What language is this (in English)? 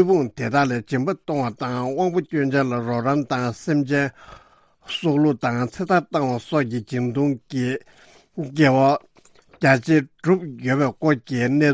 Tibetan